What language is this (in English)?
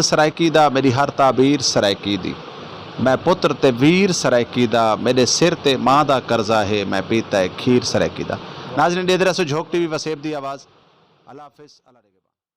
Saraiki